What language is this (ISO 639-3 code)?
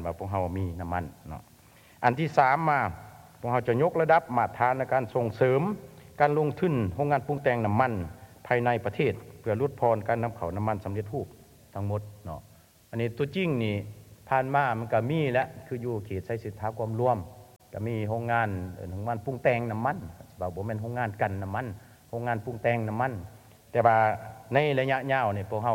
lao